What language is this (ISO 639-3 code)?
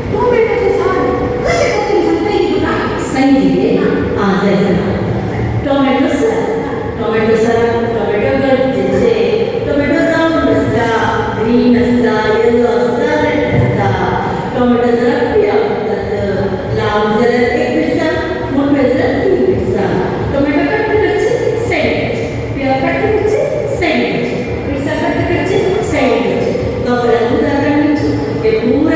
kok